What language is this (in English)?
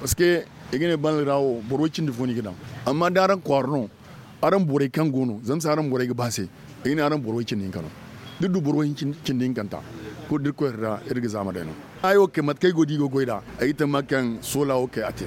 Zarma